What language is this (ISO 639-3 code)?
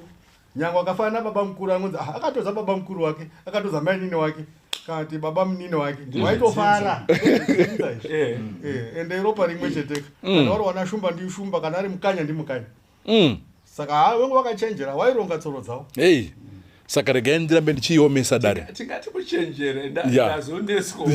sna